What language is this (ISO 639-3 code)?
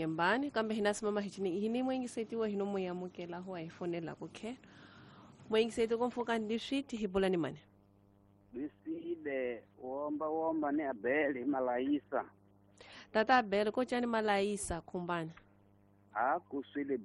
tso